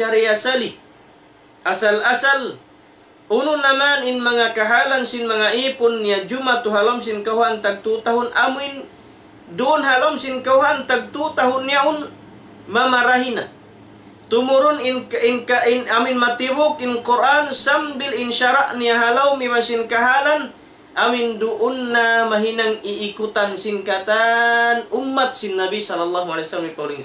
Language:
Tausug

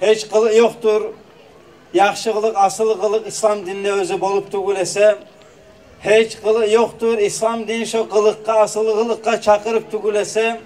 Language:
Kumyk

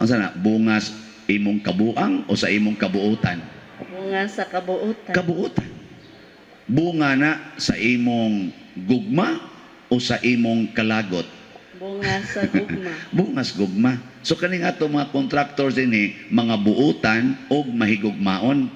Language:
Cebuano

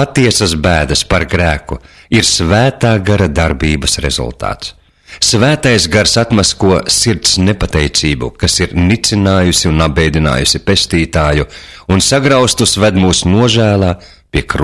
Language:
Latvian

